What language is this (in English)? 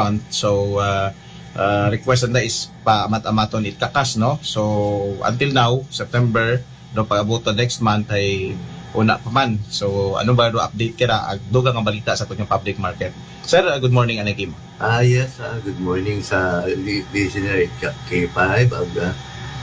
Aklanon